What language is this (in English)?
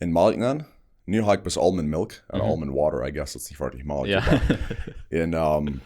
Plautdietsch